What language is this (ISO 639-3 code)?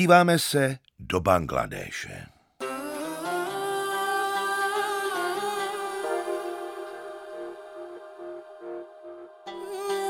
ces